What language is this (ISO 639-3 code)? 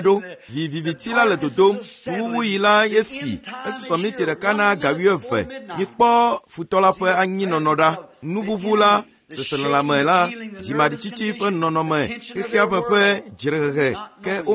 ewe